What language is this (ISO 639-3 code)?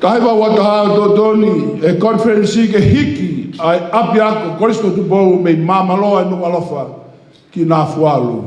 ton